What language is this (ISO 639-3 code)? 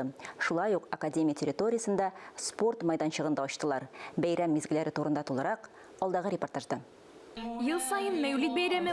tat